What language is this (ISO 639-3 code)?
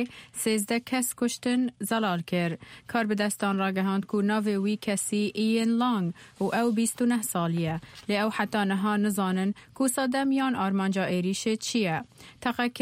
kur